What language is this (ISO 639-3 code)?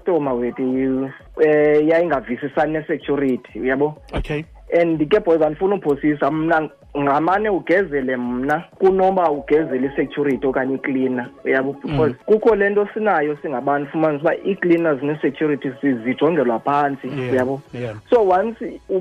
xho